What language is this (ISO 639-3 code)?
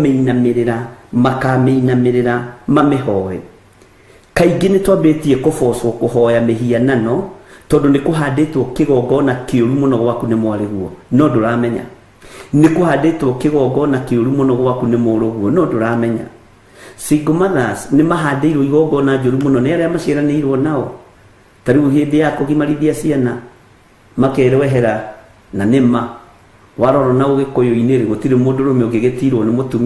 kik